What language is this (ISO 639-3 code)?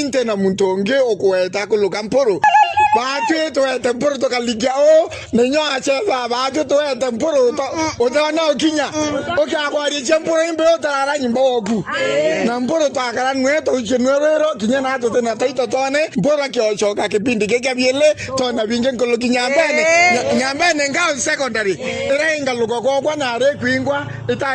mer